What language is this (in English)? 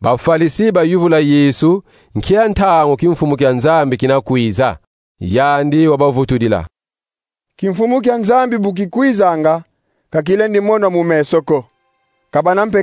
Kongo